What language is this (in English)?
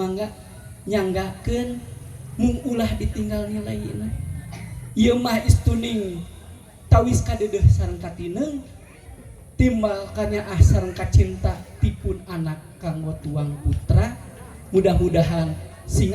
Sundanese